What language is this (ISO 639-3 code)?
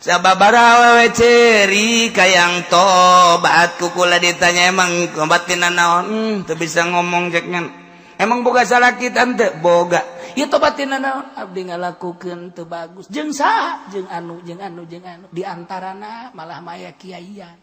sun